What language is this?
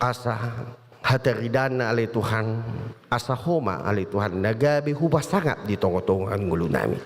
Batak Toba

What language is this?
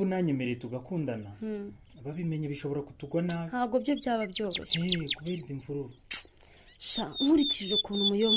Kinyarwanda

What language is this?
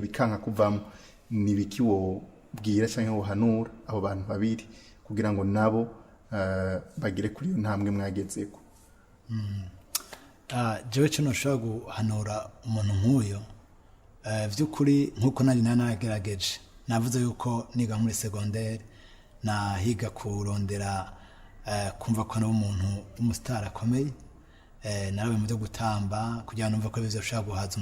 Rundi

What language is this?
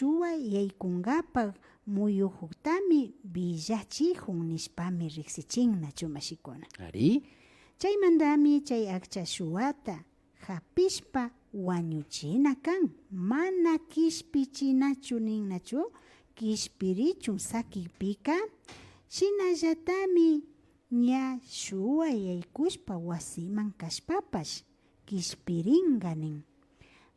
Imbabura Highland Quichua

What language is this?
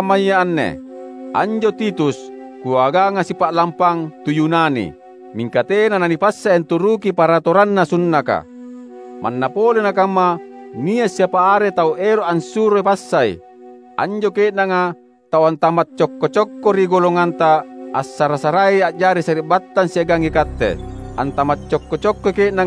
Makasar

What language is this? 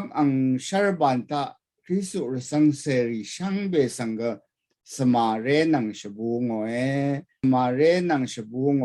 Rawang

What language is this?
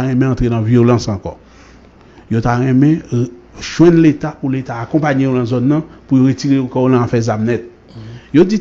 Haitian Creole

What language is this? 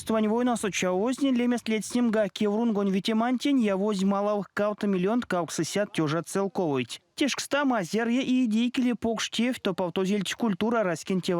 Erzya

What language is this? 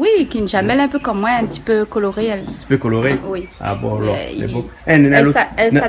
Réunion Creole French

